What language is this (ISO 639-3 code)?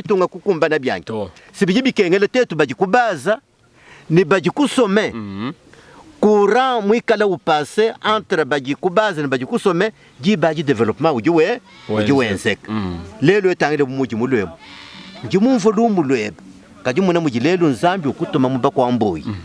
lua